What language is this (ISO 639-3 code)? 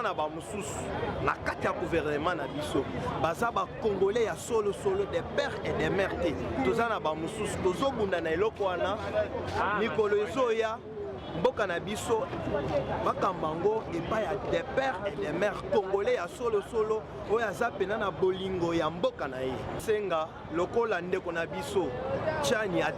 lin